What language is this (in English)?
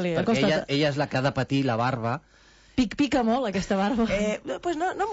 Catalan